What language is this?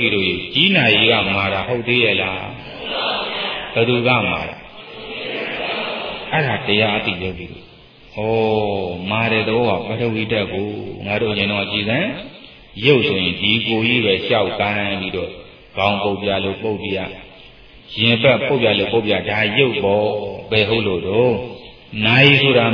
Burmese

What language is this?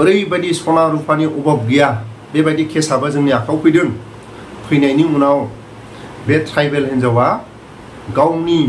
Bodo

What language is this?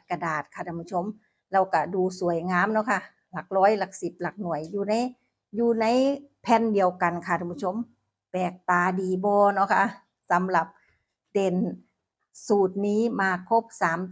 Northeastern Thai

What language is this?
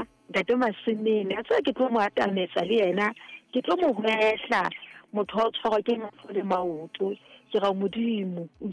Southern Sotho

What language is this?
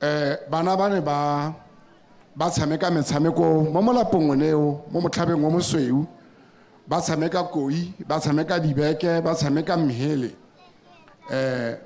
Tswana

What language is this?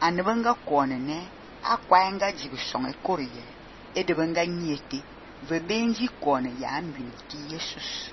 Fang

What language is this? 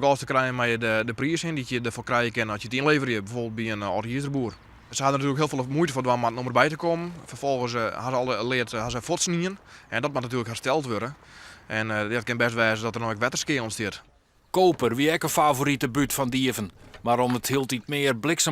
Western Frisian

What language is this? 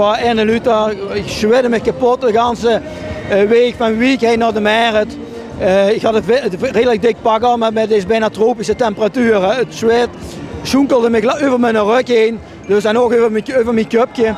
Limburgish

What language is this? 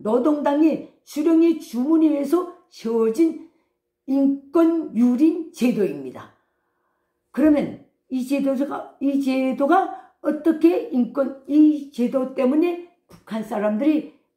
Korean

